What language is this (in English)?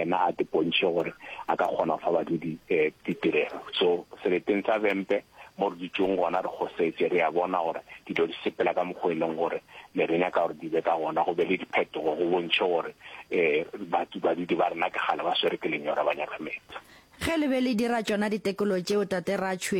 Northern Sotho